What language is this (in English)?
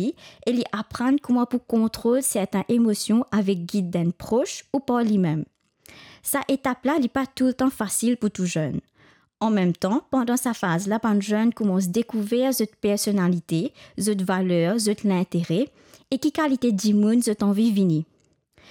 Morisyen